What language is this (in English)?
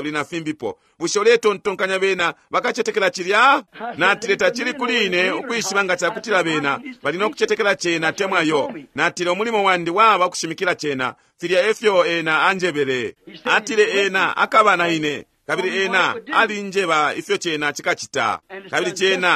Bemba